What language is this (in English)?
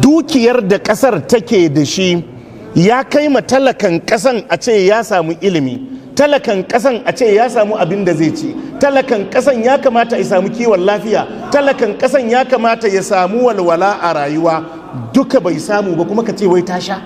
Hausa